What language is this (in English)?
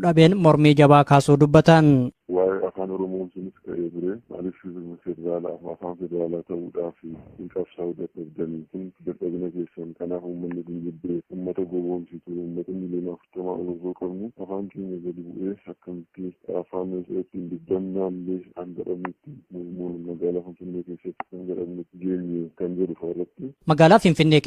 Oromo